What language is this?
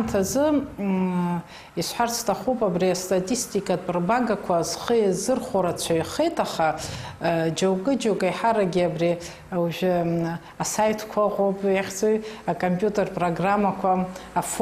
Abkhazian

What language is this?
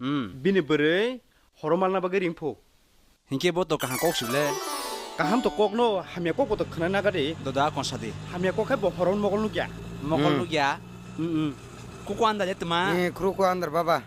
Kok Borok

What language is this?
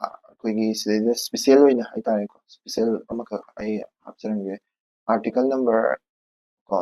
Manipuri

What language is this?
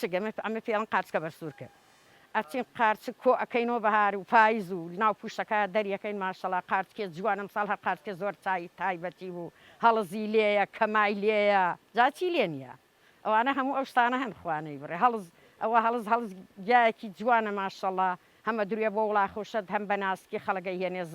Central Kurdish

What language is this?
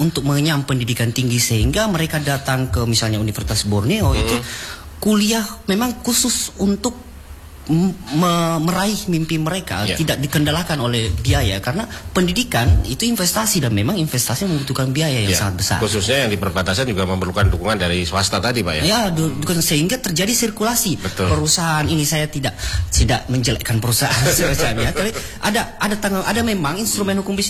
Indonesian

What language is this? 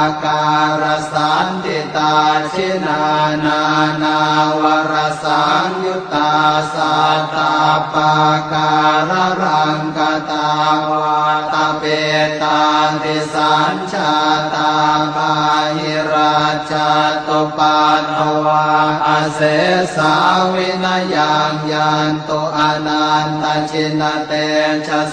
Pali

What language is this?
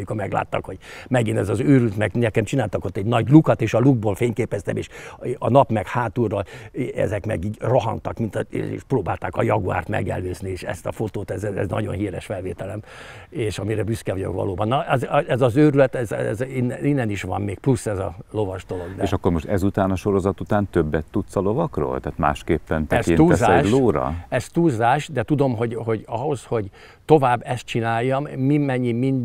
Hungarian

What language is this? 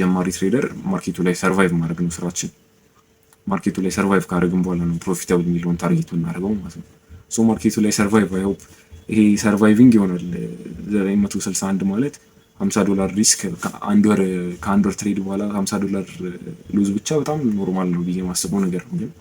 Amharic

